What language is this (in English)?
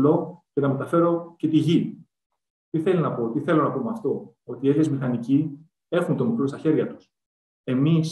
Greek